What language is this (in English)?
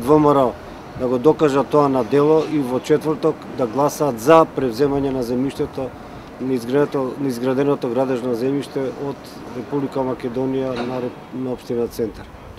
Macedonian